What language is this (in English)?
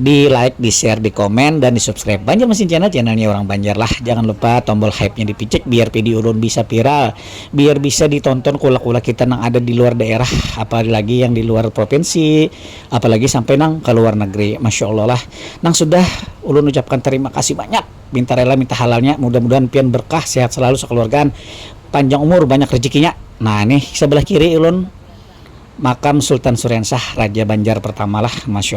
Banjar